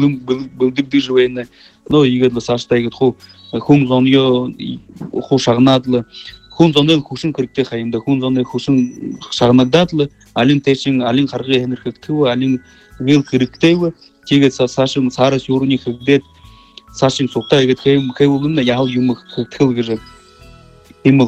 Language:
Buriat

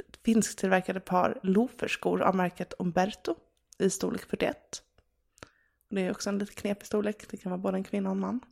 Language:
Swedish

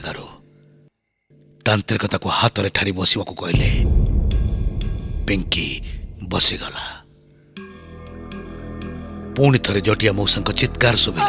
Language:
Odia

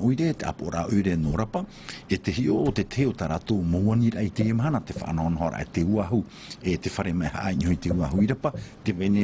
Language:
Tahitian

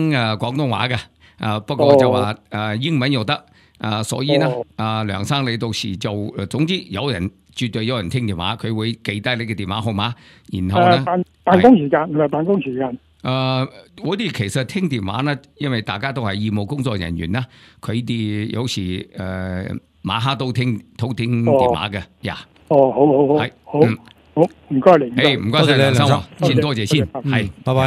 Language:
Cantonese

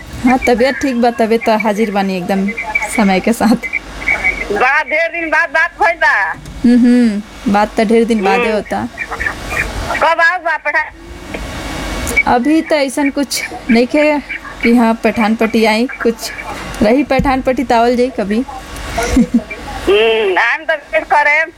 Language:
Bhojpuri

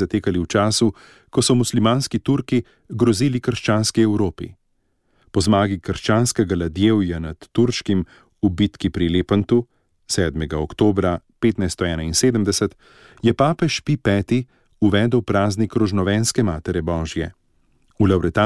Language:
Slovenian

